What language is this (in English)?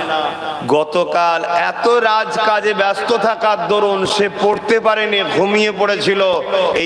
Bangla